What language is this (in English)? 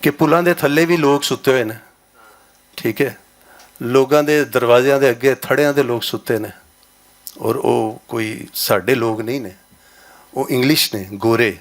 Western Panjabi